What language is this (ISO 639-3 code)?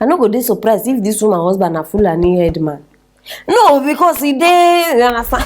pcm